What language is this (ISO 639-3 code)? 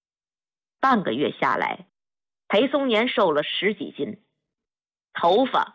zho